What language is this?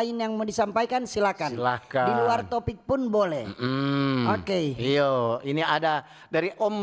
Manado Malay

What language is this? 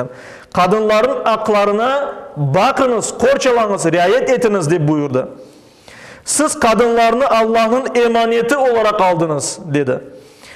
Crimean Tatar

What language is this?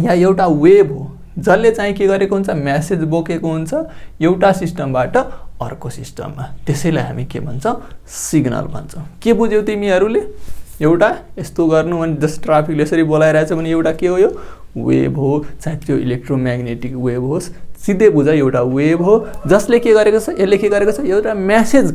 Nepali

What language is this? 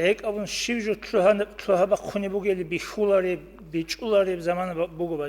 Avaric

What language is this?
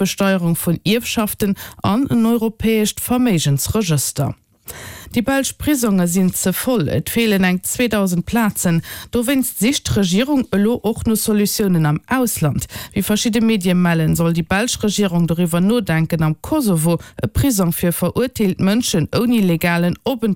Luxembourgish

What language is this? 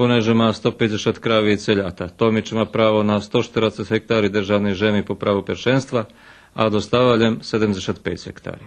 Rusyn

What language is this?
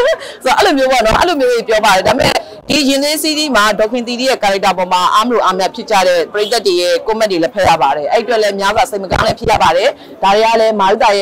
Burmese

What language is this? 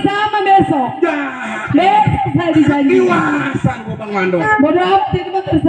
Betawi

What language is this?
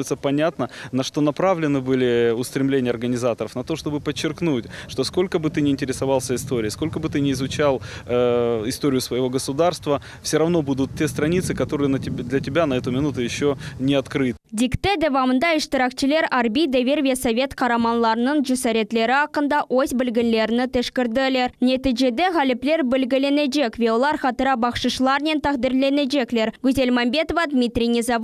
Crimean Tatar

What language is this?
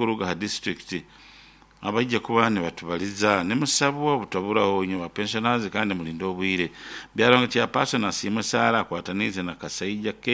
Nyoro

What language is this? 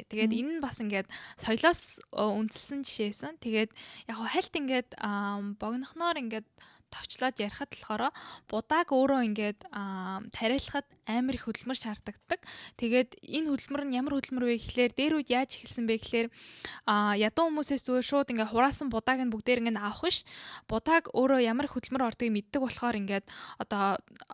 Mongolian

